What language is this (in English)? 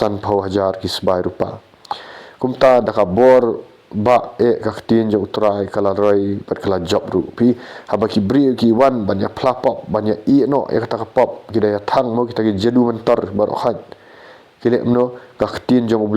Khasi